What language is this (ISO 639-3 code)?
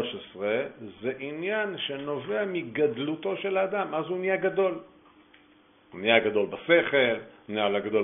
heb